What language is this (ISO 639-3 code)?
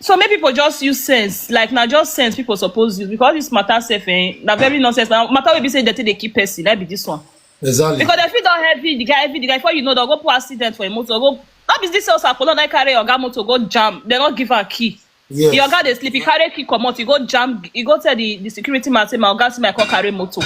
pcm